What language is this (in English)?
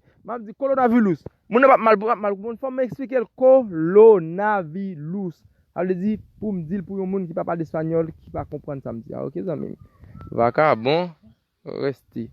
Haitian Creole